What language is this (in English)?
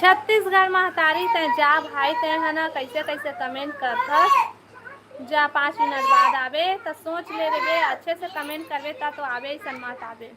Chhattisgarhi